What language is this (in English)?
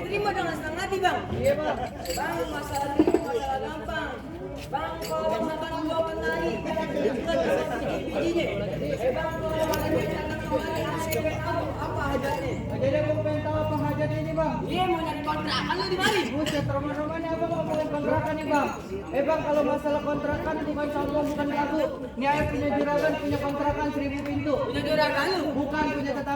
Betawi